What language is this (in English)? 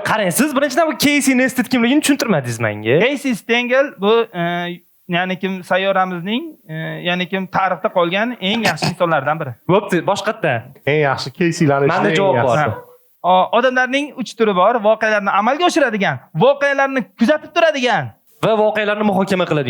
Uzbek